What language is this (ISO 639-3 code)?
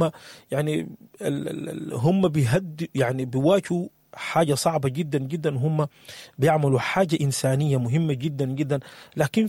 apd